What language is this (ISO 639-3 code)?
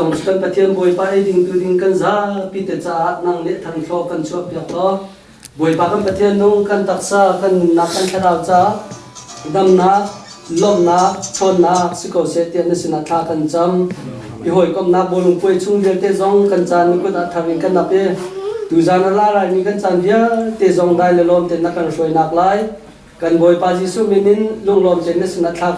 cnh